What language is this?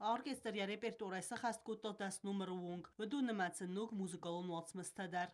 Ossetic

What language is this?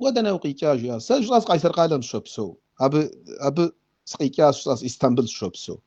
Kabardian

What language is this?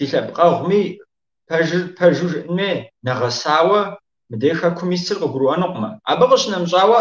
Kabardian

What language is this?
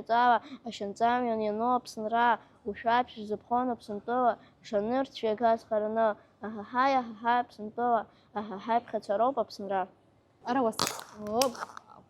Abkhazian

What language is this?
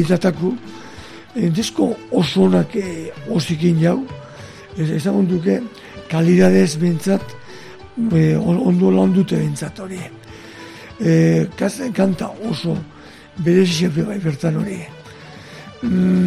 Basque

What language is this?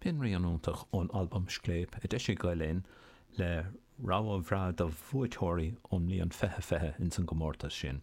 Irish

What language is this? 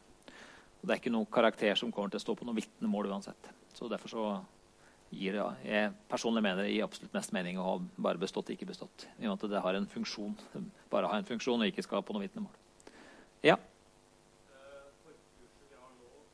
Norwegian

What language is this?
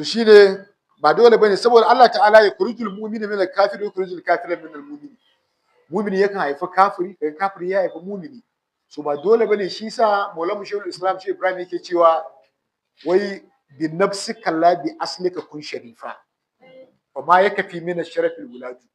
Hausa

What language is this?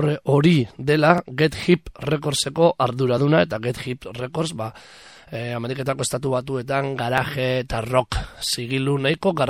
Basque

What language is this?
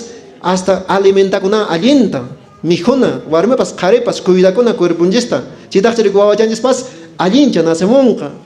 Quechua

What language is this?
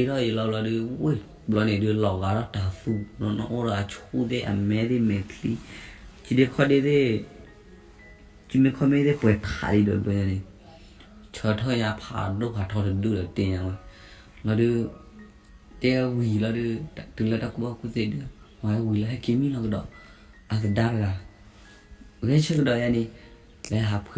S'gaw Karen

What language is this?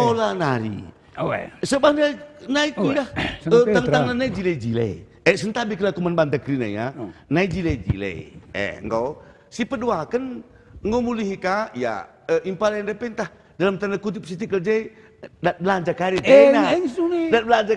Batak Karo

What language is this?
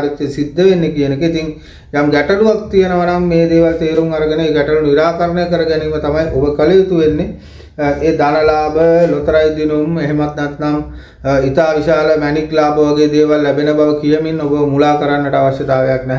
Sinhala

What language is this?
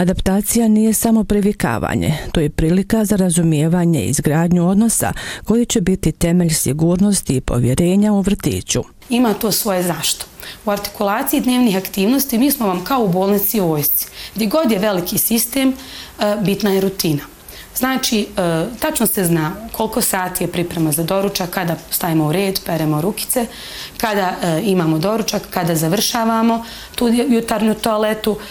Bosnian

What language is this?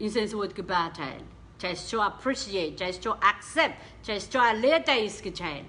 Pohnpeian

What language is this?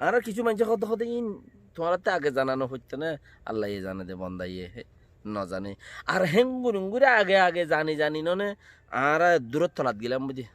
Rohingya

